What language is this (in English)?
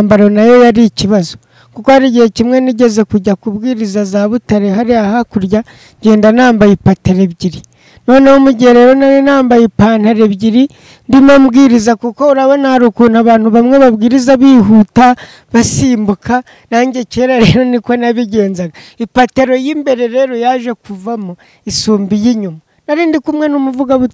Kinyarwanda